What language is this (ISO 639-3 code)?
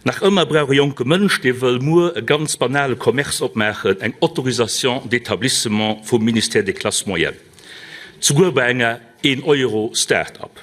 ltz